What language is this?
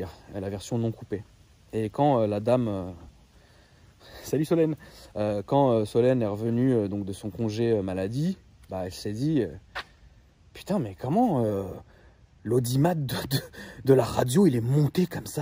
French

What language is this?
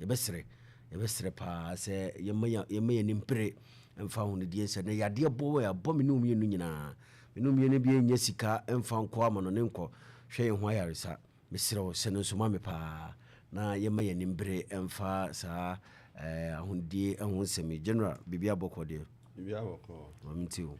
Akan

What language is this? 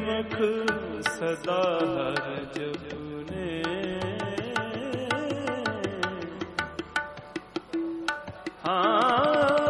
Hindi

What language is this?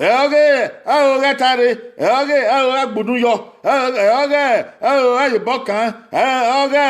Bini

